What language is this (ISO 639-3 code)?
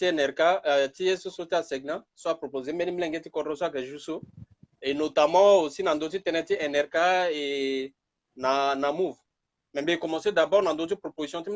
sag